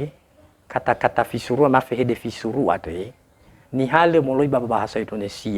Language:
Nias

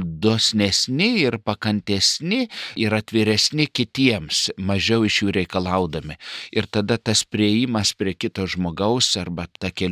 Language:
Lithuanian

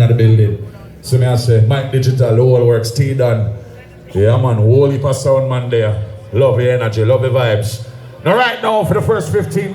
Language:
Jamaican Creole English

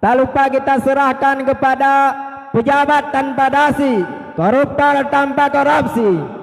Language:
Achinese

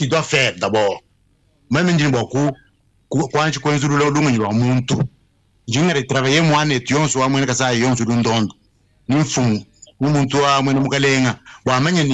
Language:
Luba-Lulua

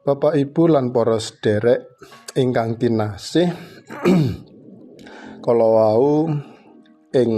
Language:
Javanese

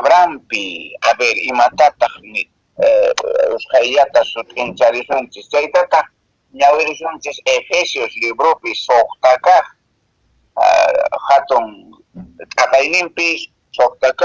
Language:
Quechua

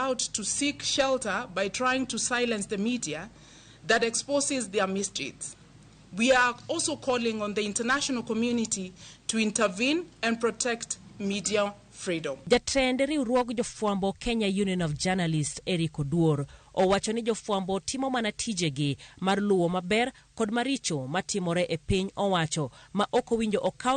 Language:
Luo (Kenya and Tanzania)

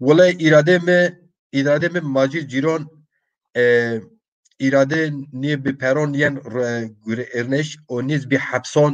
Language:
Zaza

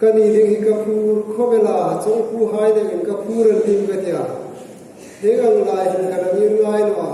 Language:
Hmar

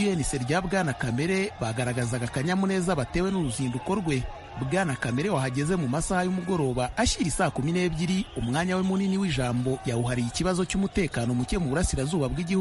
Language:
Kinyarwanda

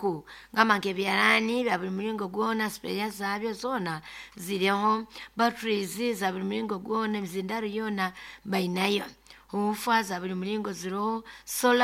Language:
Nyoro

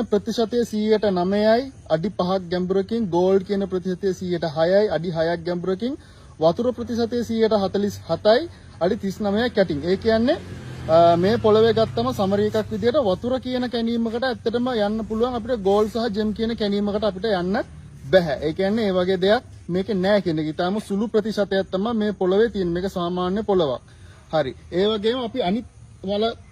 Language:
Sinhala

